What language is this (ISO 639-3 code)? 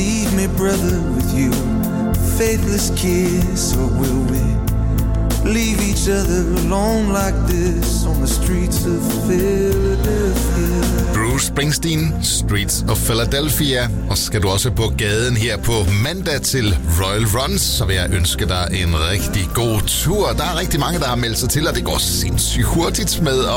dan